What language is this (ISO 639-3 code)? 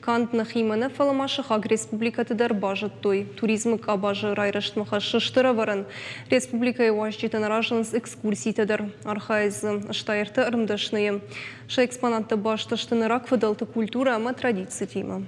oss